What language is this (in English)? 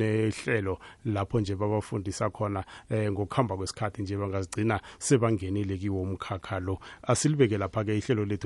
South Ndebele